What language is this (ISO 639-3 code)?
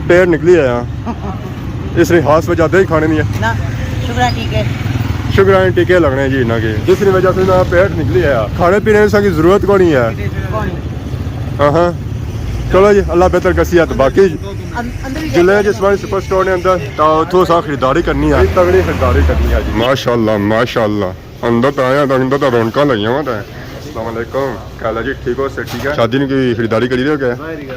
phr